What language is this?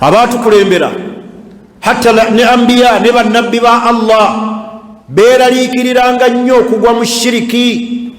Ganda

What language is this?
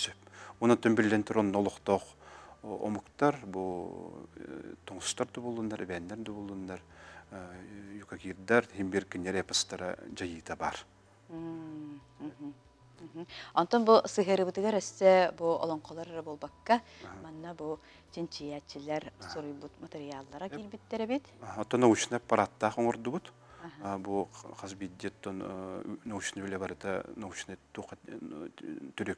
Yakut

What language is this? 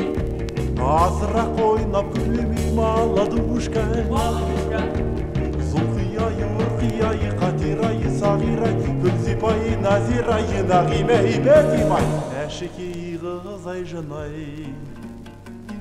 Kazakh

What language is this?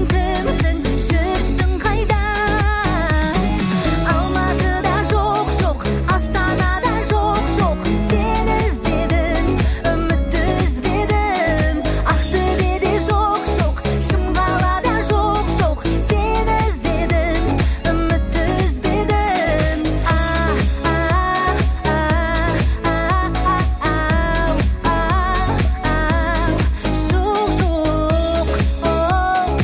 Kazakh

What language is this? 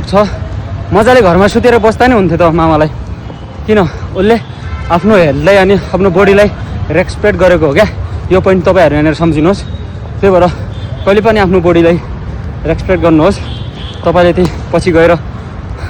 Nepali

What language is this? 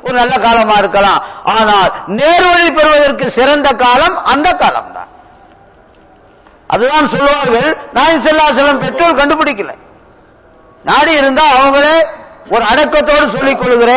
Tamil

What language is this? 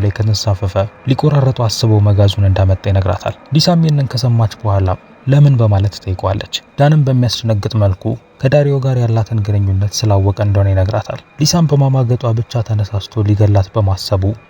Amharic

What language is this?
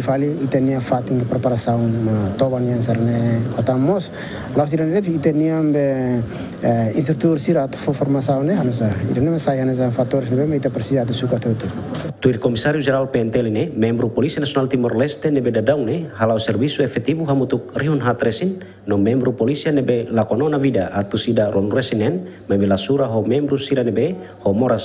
Tetum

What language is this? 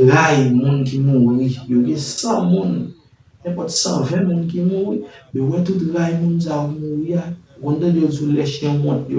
Haitian Creole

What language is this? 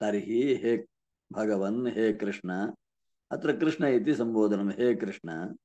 Sanskrit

